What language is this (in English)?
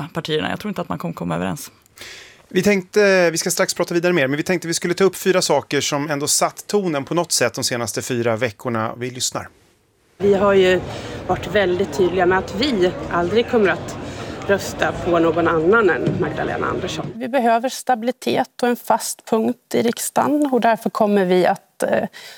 Swedish